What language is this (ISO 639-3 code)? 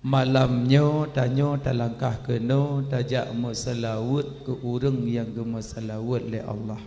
ace